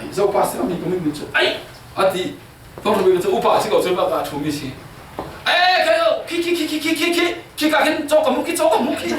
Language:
Falam Chin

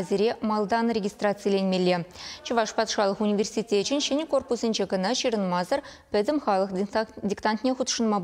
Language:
Chuvash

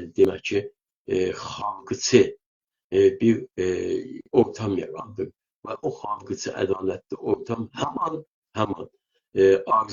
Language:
South Azerbaijani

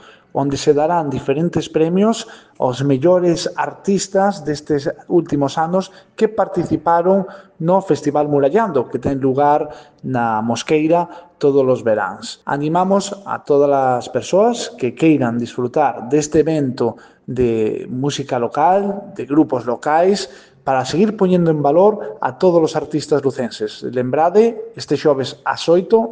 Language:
Galician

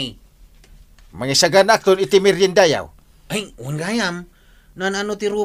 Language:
Iloko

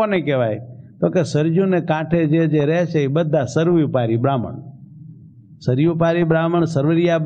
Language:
Gujarati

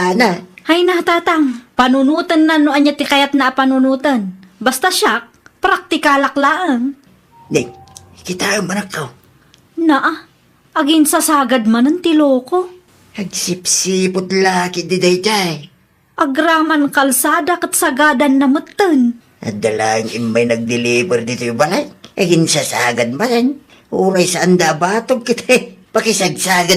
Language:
Iloko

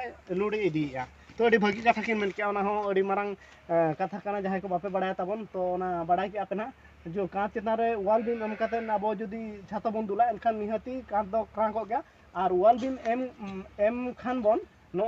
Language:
Santali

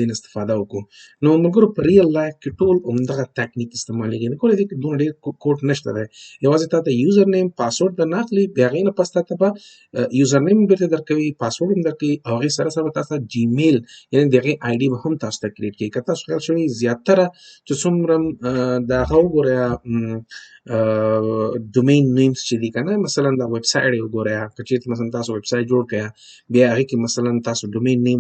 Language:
Pashto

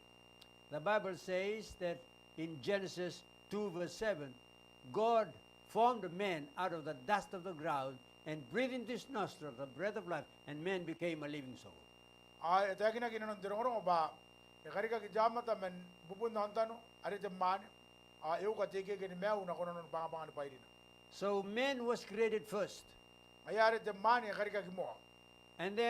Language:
Gilbertese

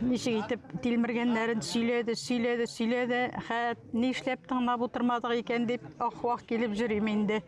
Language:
Tatar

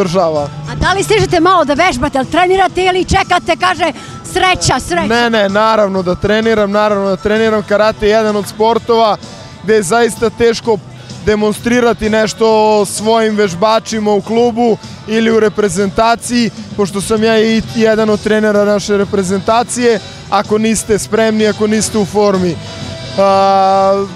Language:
Serbian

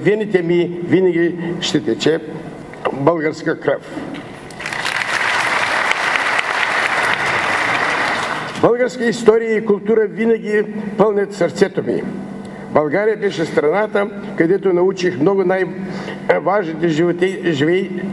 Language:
Bulgarian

